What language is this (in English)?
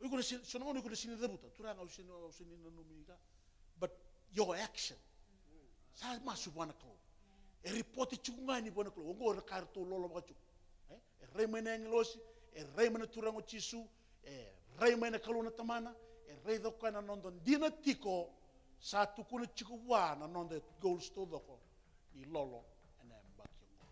Fijian